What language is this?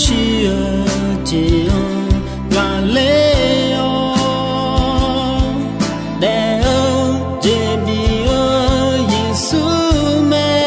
Akha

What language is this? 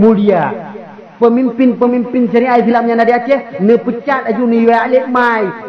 Achinese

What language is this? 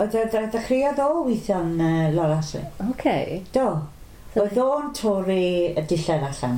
Welsh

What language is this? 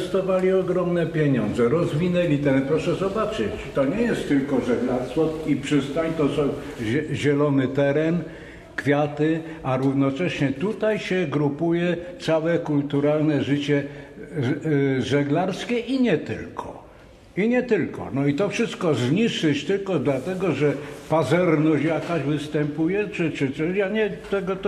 Polish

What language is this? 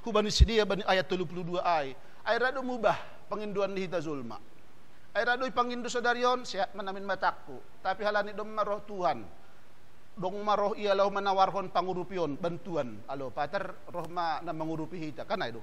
Batak Simalungun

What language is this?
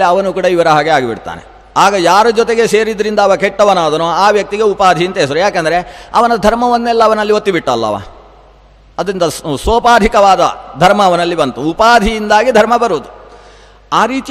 Kannada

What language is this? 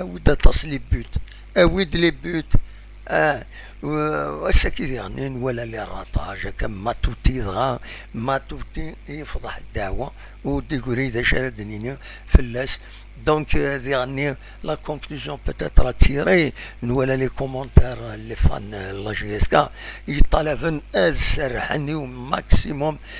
Kabyle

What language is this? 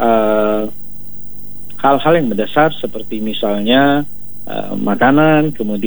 Indonesian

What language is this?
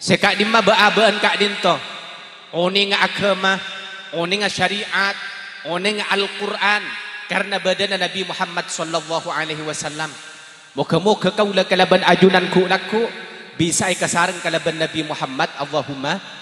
Madurese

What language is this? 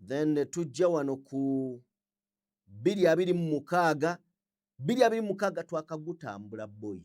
Ganda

